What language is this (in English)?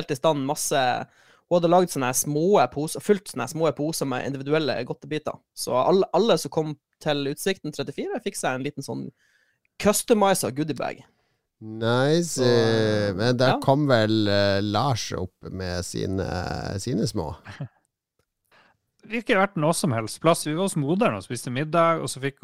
Norwegian